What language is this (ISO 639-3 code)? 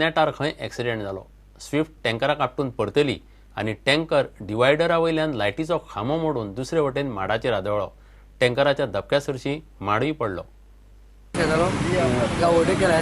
kok